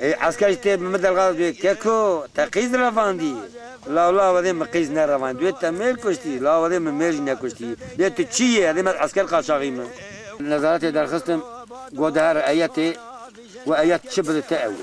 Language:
Kurdish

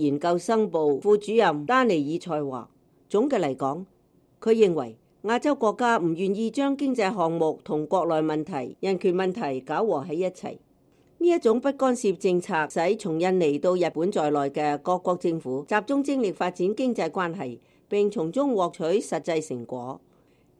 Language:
Cantonese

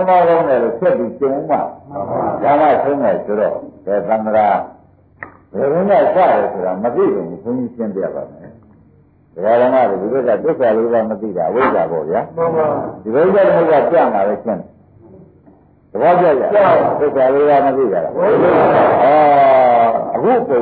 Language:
Burmese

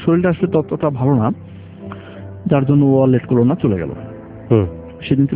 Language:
Bangla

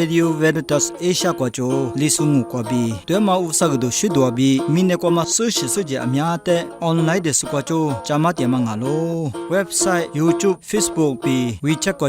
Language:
Lisu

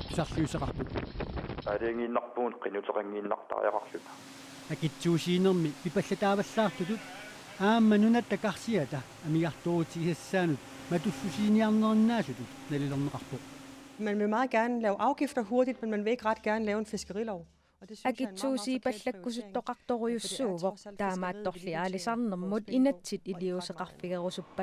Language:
Kalaallisut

